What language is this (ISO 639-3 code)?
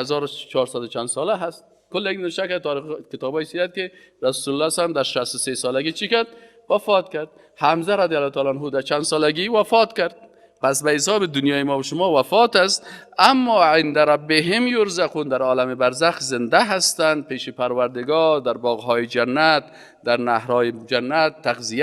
fas